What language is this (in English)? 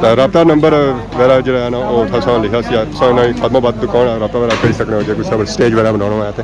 Pahari-Potwari